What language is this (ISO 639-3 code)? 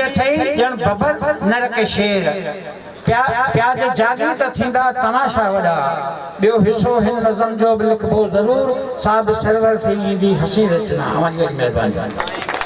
snd